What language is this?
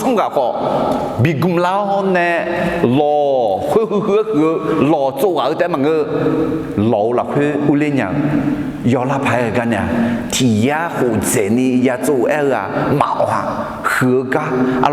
Akha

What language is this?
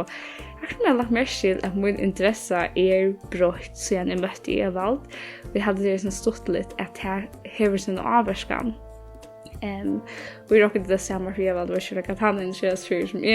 Faroese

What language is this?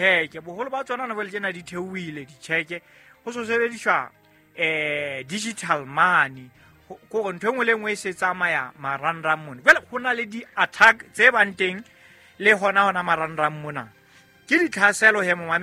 Southern Sotho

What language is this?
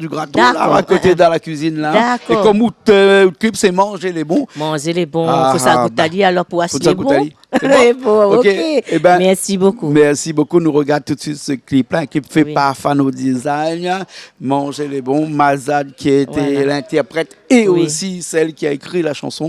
Réunion Creole French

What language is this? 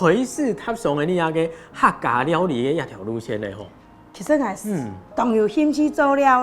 Hakka Chinese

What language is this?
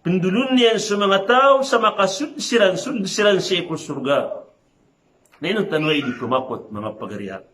Maranao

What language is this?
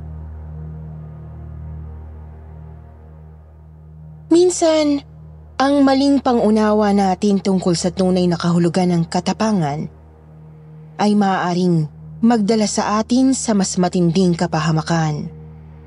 Filipino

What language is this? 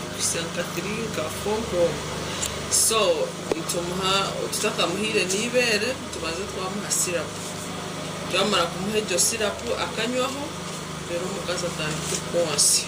Nyankole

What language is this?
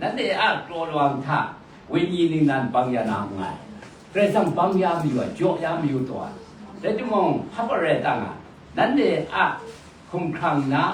Kachin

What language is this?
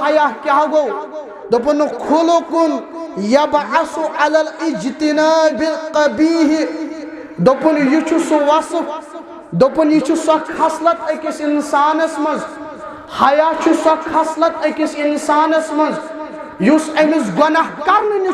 Kashmiri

